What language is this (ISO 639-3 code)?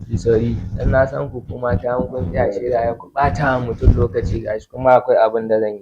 hau